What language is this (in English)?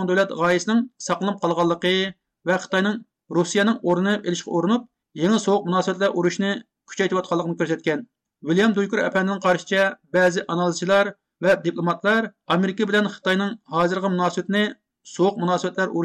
Uyghur